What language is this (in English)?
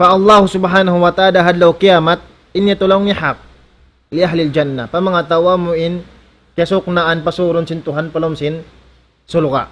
Tausug